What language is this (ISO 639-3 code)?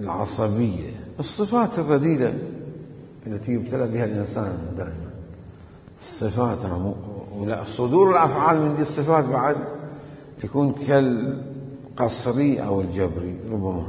acm